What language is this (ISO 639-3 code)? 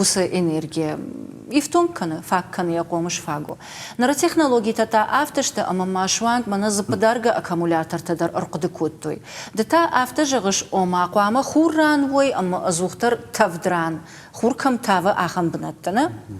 oss